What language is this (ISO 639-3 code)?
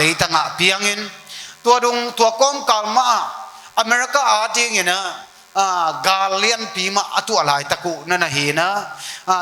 ctd